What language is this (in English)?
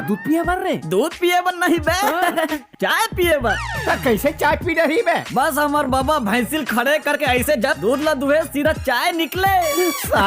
Chhattisgarhi